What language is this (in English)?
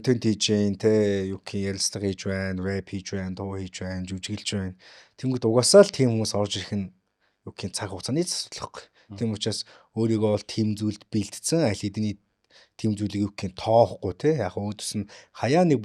Mongolian